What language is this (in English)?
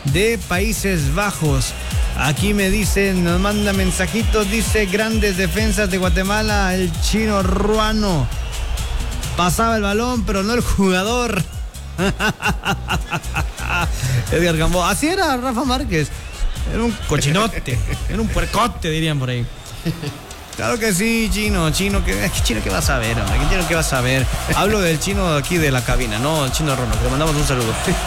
Spanish